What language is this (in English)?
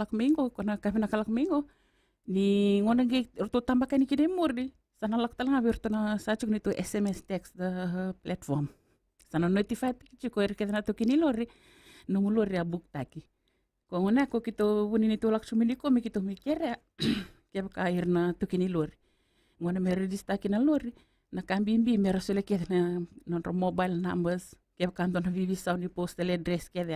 Fijian